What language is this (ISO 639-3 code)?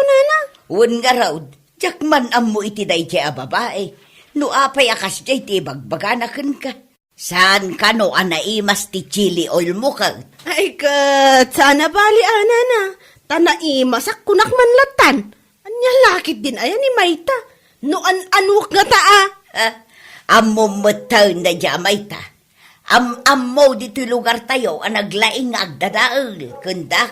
ilo